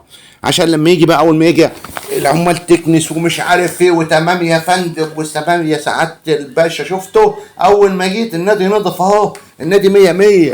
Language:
Egyptian Arabic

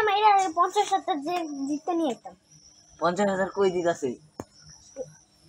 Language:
Bangla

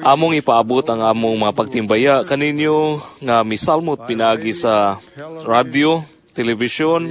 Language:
Cebuano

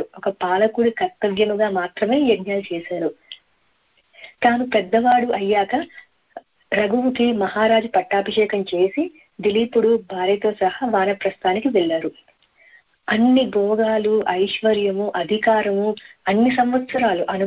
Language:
Telugu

